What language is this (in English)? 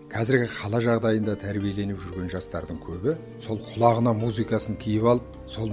Kazakh